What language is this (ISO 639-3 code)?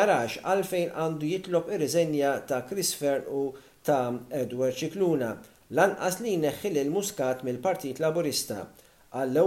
mlt